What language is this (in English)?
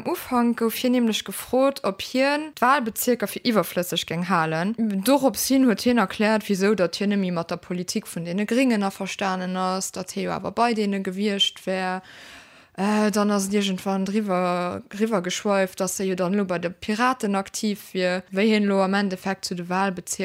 Luxembourgish